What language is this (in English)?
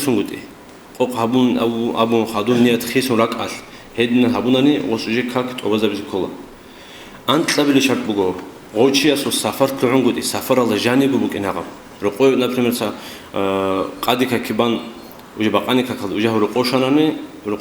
Avaric